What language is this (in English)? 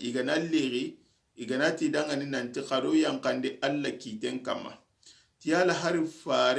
Soninke